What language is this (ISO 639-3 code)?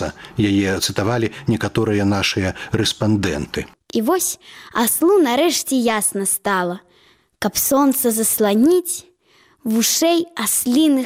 bel